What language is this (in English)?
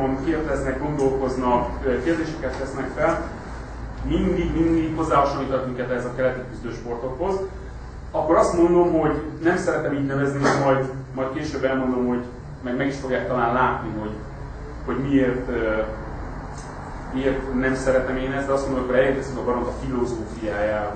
Hungarian